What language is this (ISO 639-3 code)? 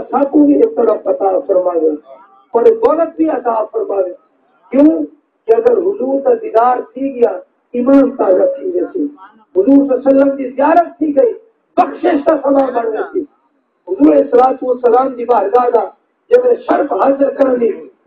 skr